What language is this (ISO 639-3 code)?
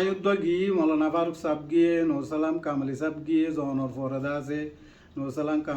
rhg